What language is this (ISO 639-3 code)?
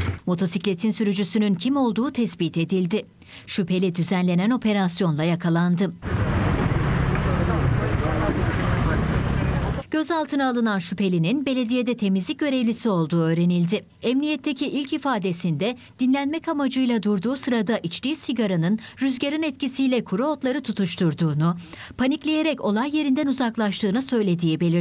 tur